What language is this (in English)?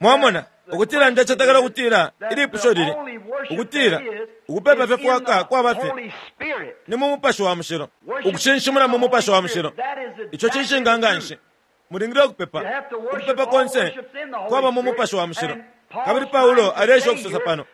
Bemba